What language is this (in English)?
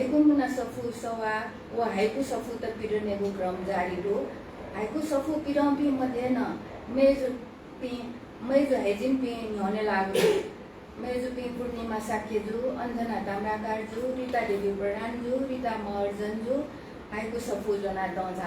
Newari